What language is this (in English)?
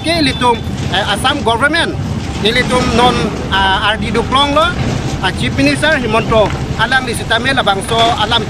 Karbi